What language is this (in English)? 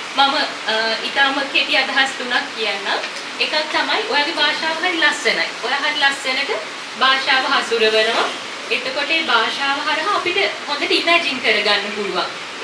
Sinhala